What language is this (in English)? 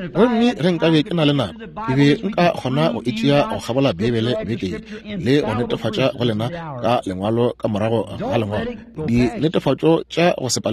Northern Sotho